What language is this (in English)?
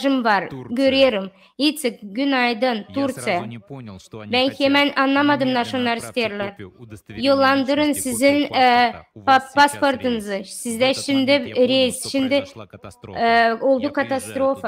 Gagauz